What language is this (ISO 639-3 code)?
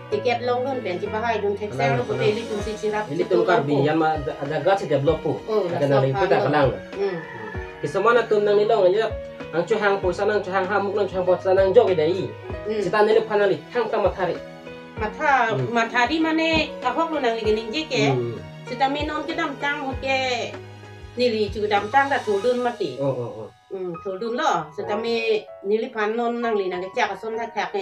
mjw